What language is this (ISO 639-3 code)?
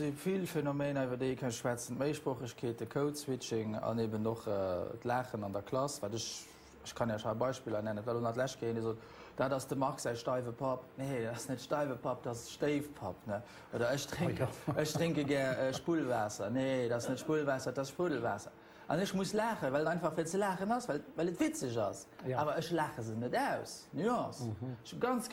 ltz